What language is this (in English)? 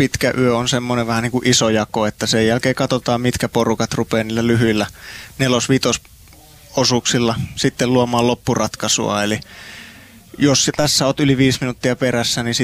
Finnish